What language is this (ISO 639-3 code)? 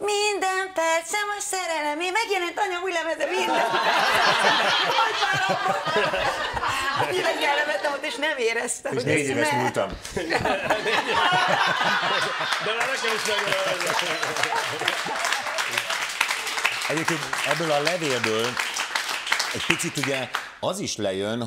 hun